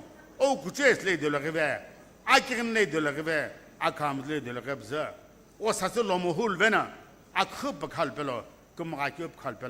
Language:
Sumi Naga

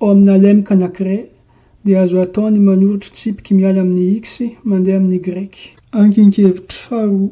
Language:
Malagasy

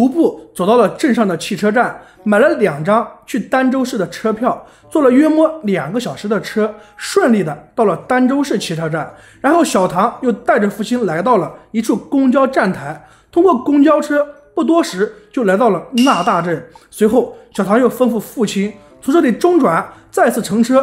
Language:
Chinese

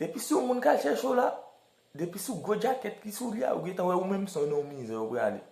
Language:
Haitian Creole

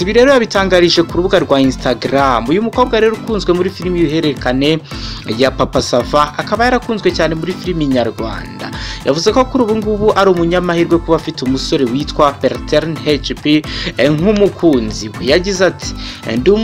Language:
Kinyarwanda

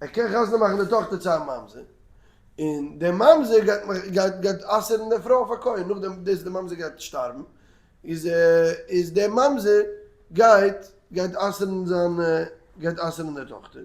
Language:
Yiddish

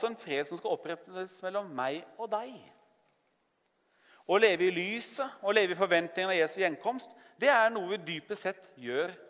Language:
Norwegian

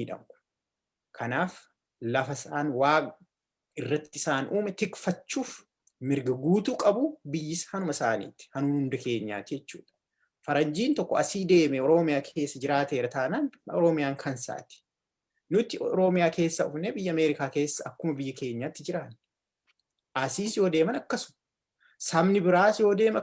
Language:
Oromo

